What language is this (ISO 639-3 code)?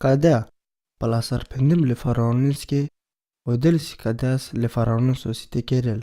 rom